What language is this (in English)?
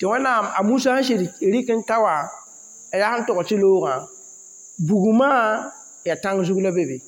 Mossi